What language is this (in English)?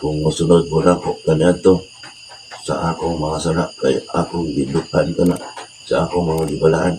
Cebuano